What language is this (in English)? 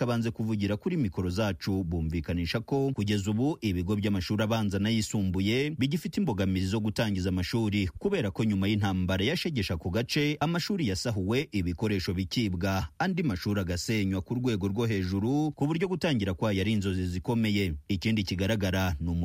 Kinyarwanda